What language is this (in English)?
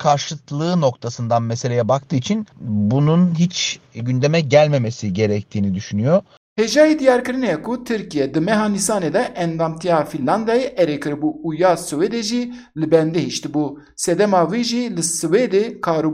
Kurdish